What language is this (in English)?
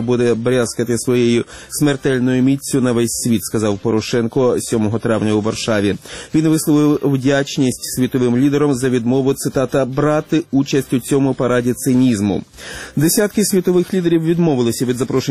Ukrainian